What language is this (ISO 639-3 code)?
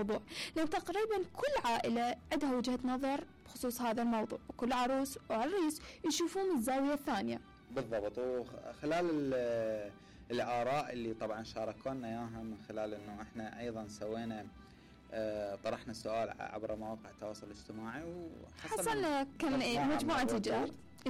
acm